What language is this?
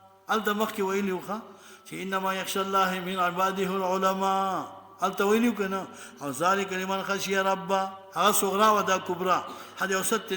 Pashto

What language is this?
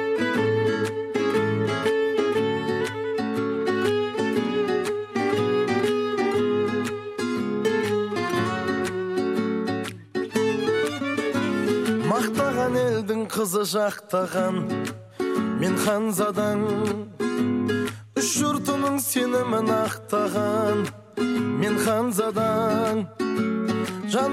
Kazakh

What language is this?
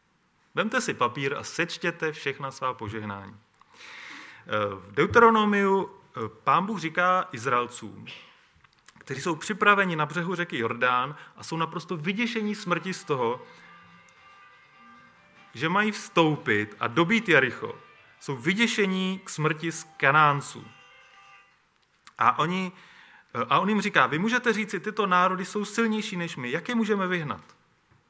Czech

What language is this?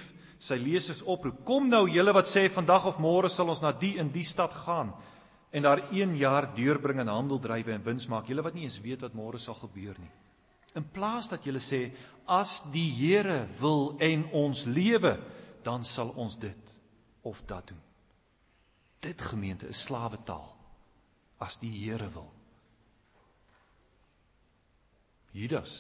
Afrikaans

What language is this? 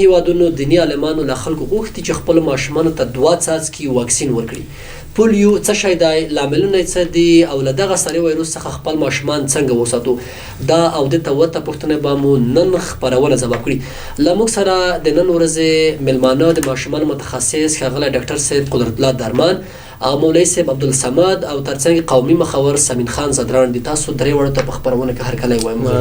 Pashto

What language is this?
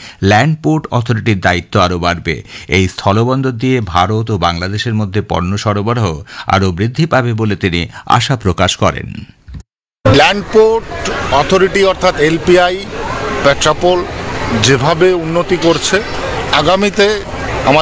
Bangla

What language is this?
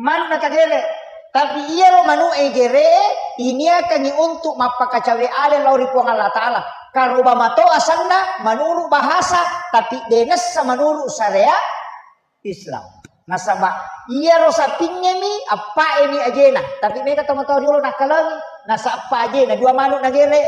Buginese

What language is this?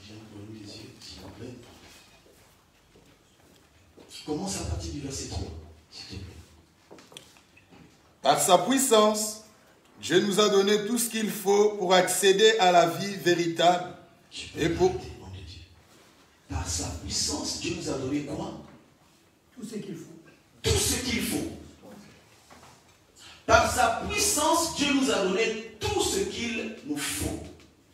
French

